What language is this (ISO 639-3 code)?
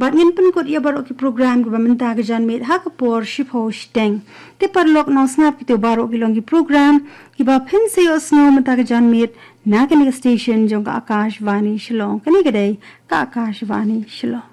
kha